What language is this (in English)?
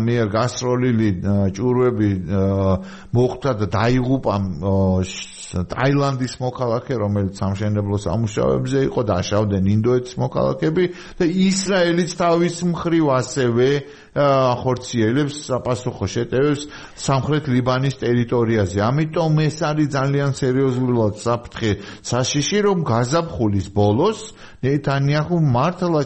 Georgian